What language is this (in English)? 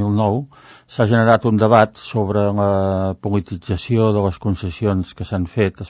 Catalan